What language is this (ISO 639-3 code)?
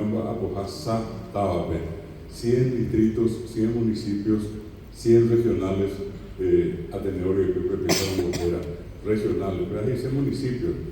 grn